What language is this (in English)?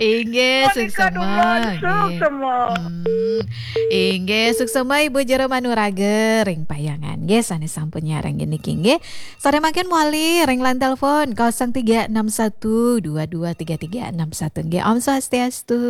Balinese